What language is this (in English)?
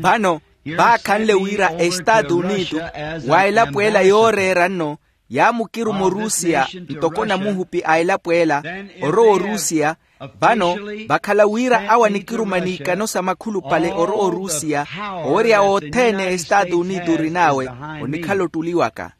Makhuwa